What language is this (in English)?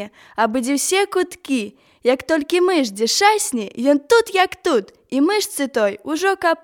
Belarusian